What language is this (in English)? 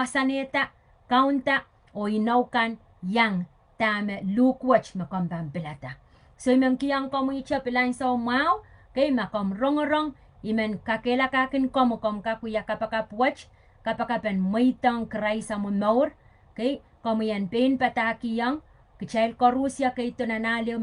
Pohnpeian